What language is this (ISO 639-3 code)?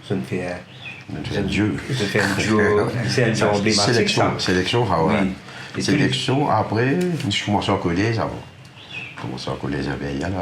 mfe